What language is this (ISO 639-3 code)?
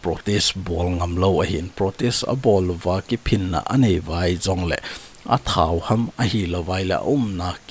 tcz